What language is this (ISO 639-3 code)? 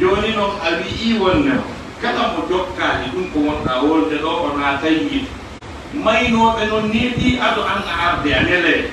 ful